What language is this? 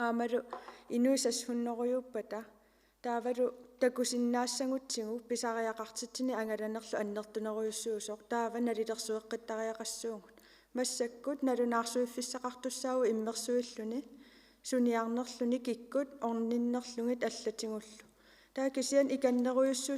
Kalaallisut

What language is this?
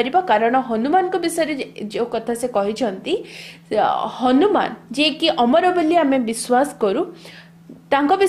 Odia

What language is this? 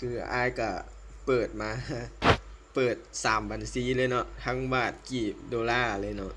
Lao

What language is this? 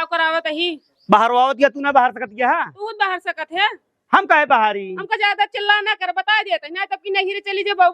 Awadhi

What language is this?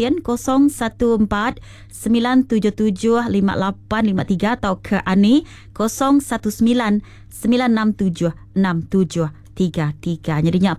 Iban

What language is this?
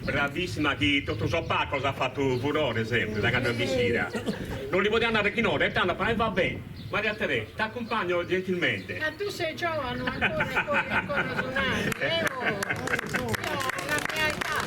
Sardinian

